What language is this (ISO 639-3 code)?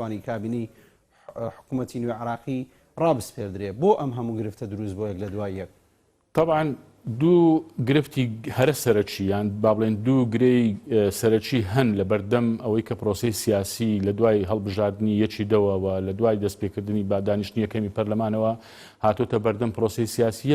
ckb